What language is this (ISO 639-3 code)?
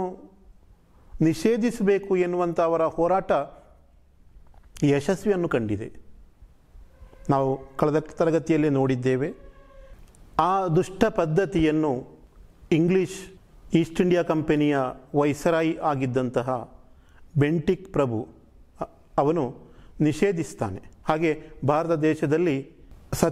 kan